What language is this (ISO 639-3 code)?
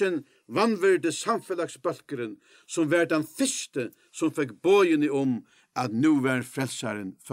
fao